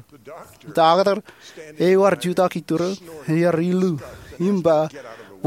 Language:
Marshallese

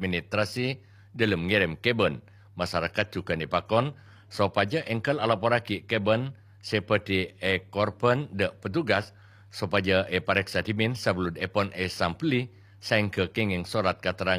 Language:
Madurese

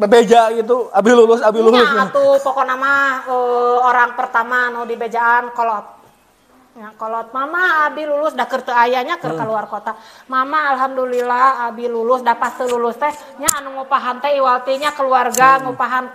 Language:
Sundanese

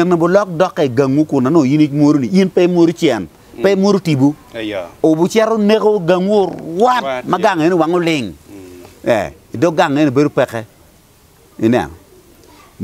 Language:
Acoli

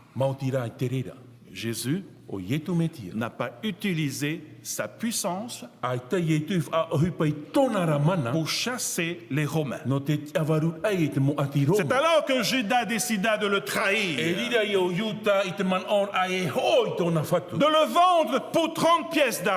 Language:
Tahitian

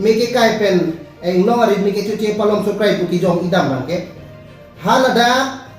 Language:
Karbi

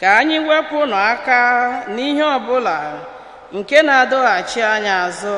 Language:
Igbo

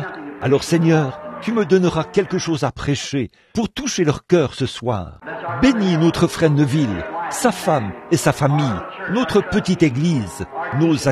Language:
French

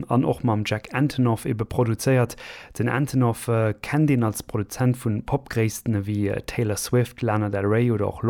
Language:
Luxembourgish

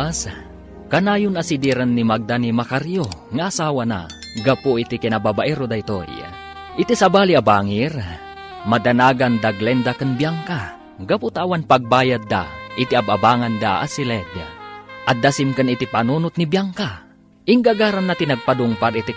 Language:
Iloko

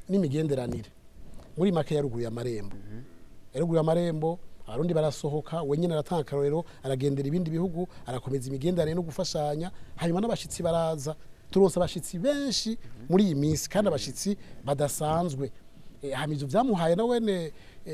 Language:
Rundi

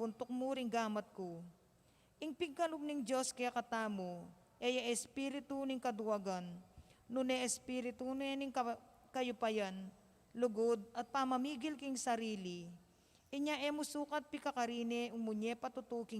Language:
Pampanga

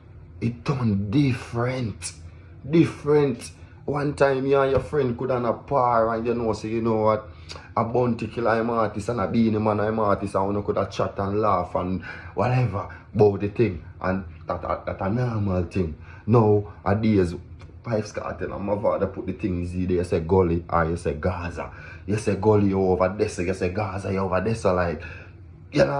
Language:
Jamaican Creole English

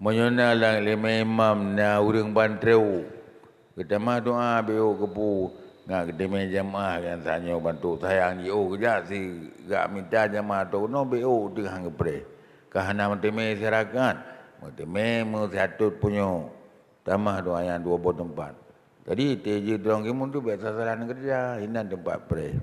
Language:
Achinese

